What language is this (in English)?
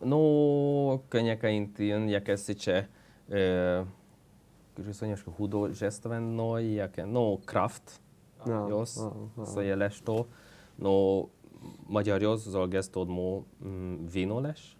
Udmurt